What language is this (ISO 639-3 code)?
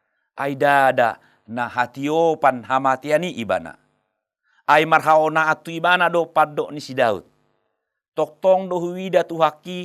bbc